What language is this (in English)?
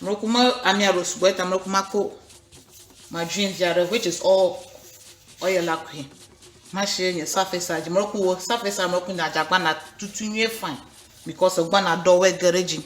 Ewe